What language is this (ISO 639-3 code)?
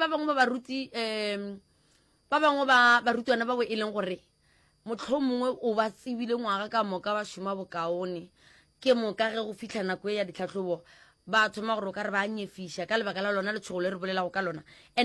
nso